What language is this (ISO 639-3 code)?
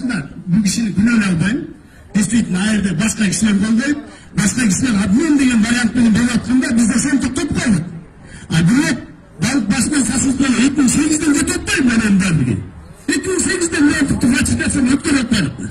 kir